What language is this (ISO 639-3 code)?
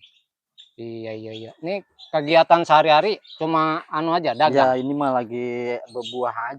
bew